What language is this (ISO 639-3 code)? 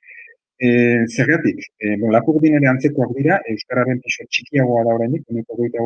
eus